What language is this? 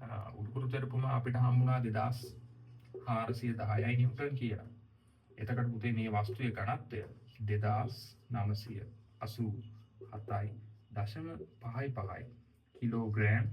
Sinhala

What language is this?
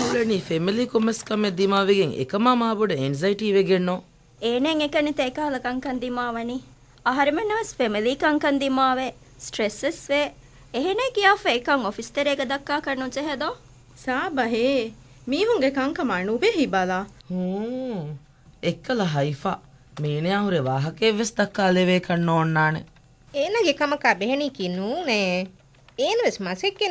Divehi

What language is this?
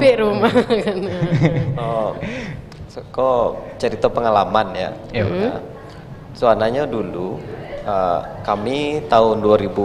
Minangkabau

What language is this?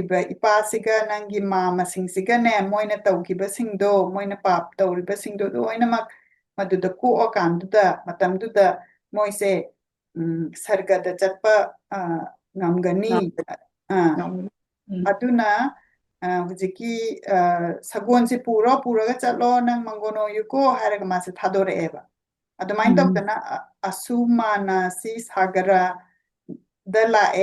Manipuri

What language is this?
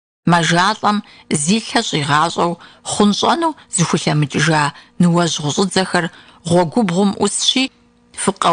Kabardian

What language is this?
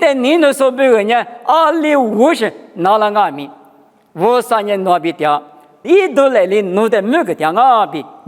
Lisu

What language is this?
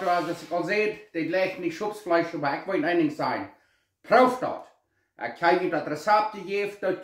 Plautdietsch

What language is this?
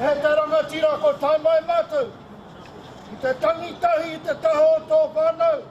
Māori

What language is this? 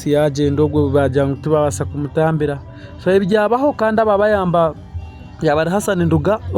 Nyankole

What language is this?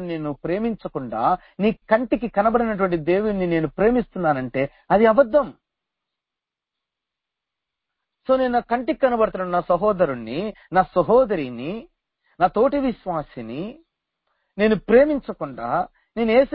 Telugu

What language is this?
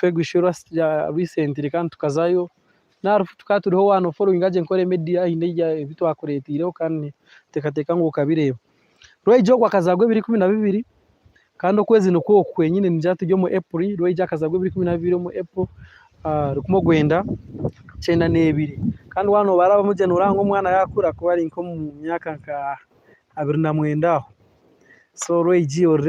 Nyankole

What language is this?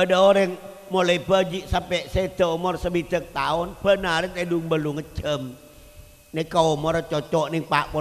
Madurese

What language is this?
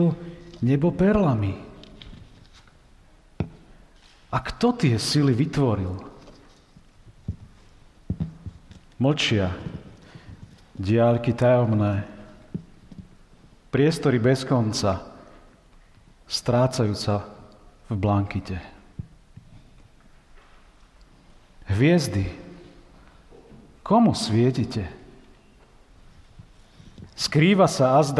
Slovak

